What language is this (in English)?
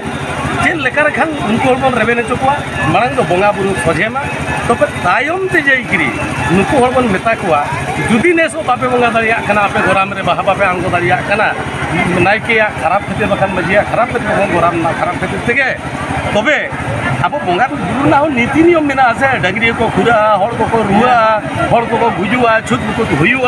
Santali